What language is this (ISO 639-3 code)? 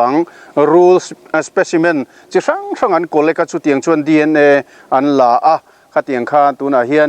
lus